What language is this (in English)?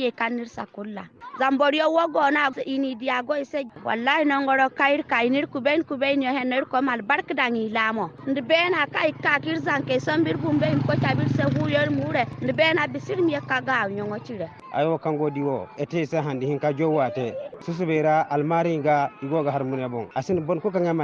Zarma